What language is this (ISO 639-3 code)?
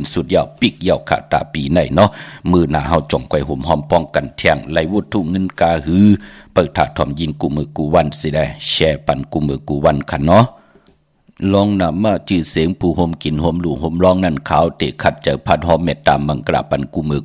shn